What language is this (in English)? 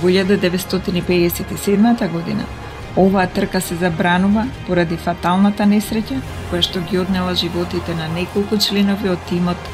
Macedonian